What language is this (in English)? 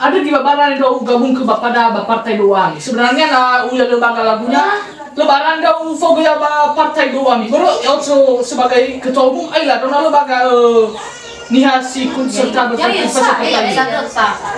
Nias